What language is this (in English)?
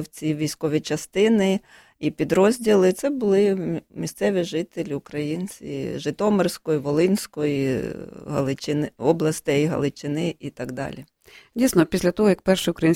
Ukrainian